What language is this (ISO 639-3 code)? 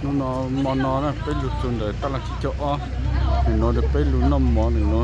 hmn